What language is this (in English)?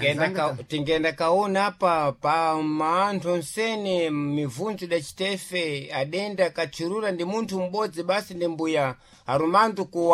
Sena